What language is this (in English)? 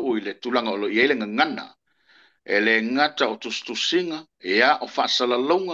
Samoan